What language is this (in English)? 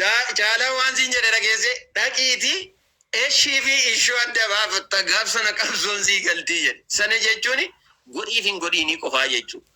Oromo